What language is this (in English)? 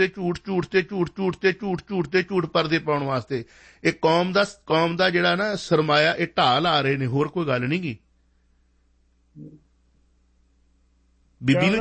Punjabi